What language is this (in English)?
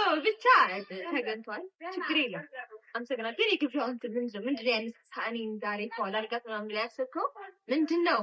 Amharic